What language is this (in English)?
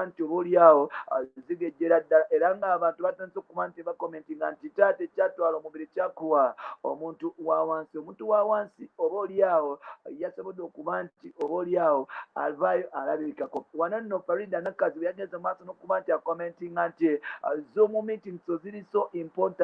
Ganda